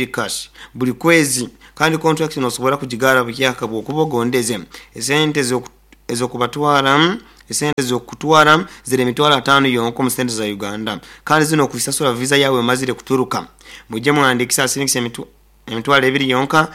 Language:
Nyoro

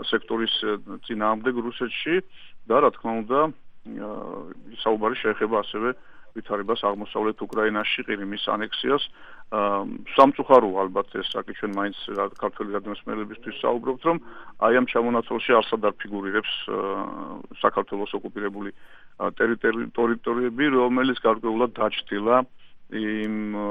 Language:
Georgian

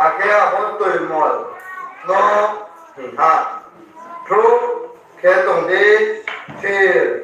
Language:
Riang (India)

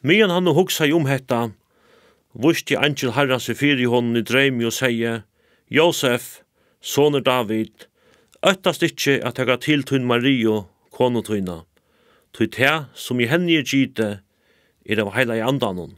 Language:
Faroese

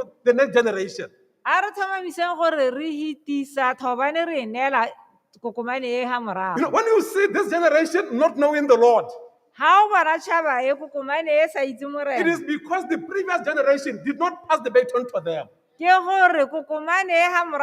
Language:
Tswana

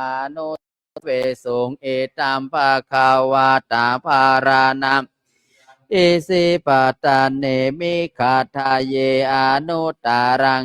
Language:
Pali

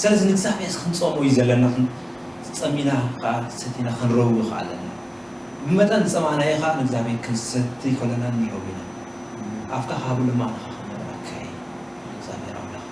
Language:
Tigrinya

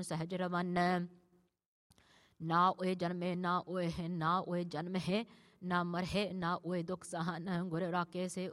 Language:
Punjabi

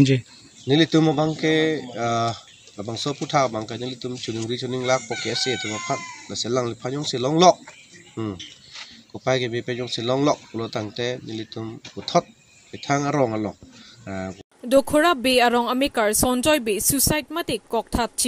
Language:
Karbi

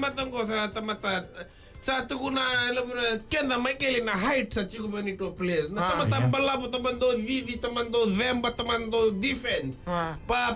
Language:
Fijian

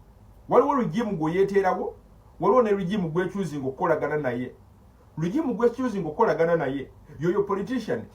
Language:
Ganda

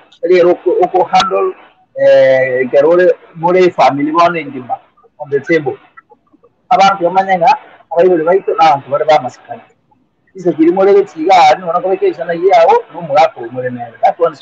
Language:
Gusii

